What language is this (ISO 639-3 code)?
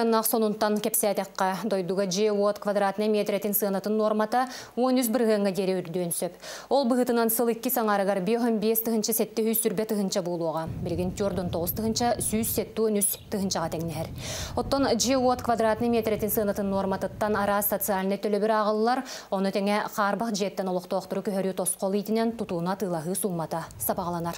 sah